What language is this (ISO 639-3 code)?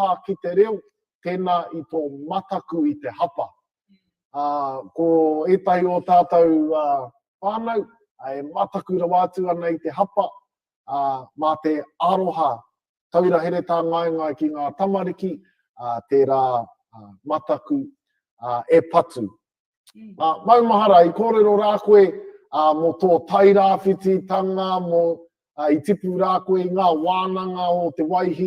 mri